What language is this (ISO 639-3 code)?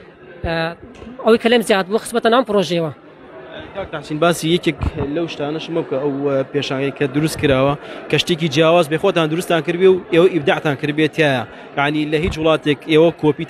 ckb